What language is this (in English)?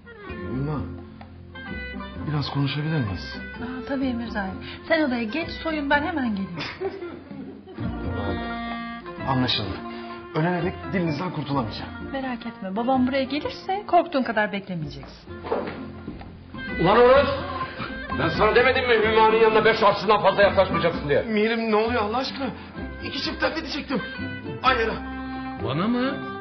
Turkish